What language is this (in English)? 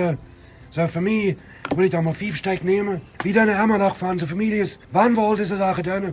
Plautdietsch